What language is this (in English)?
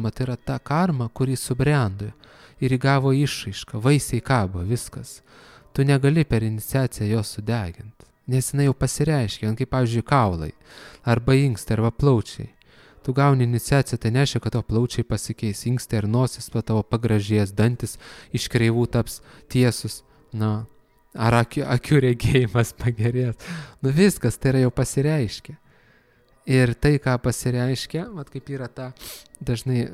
Lithuanian